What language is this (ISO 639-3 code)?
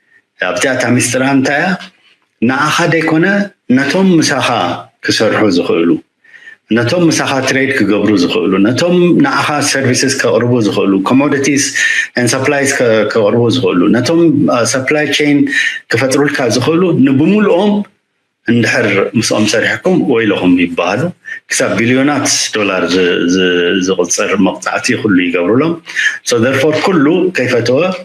tir